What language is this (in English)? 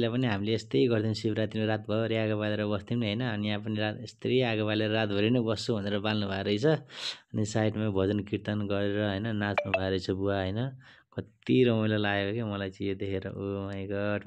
Nepali